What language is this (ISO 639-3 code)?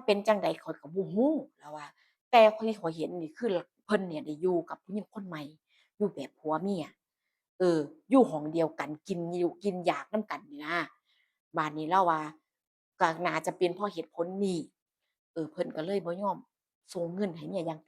tts